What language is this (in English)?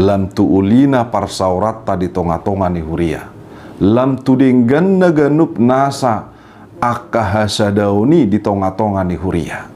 Batak Toba